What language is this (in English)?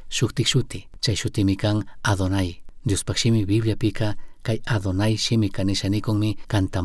Chimborazo Highland Quichua